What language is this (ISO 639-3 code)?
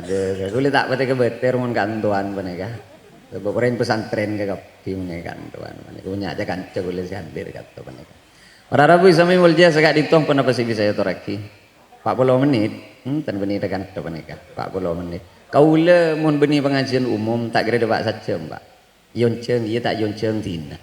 mad